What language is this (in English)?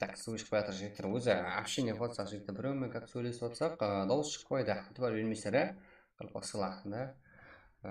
Kara-Kalpak